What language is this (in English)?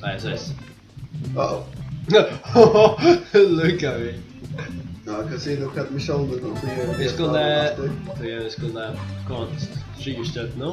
Faroese